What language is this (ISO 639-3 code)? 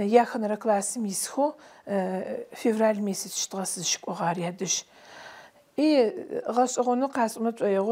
ady